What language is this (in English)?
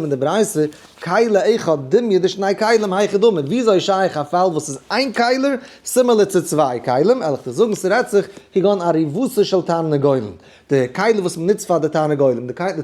Yiddish